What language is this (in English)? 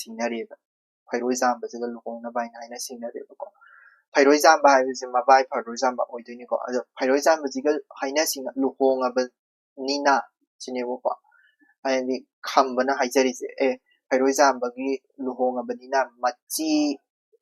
Manipuri